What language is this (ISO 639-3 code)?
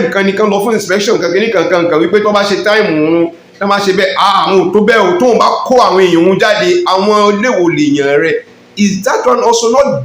yor